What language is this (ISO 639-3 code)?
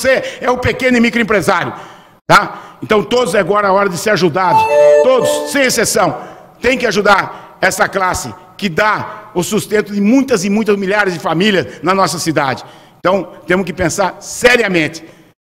por